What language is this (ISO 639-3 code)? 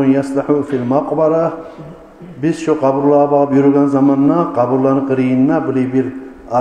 kum